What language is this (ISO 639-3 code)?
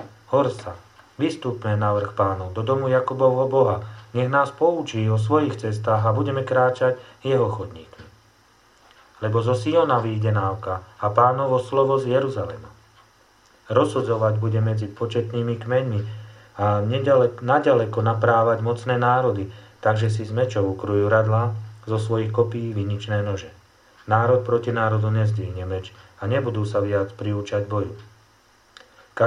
slk